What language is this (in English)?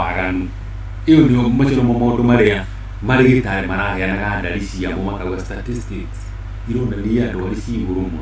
Kikuyu